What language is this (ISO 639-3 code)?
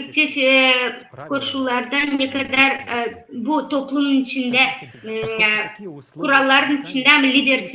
gag